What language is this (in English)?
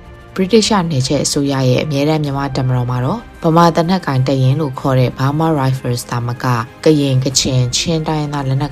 Burmese